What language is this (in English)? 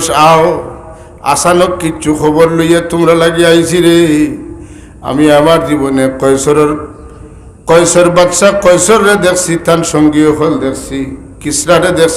Sylheti